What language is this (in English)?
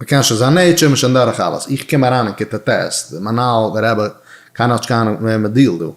Yiddish